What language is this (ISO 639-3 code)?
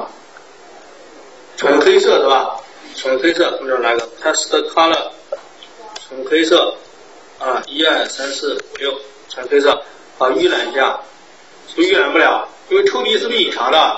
zho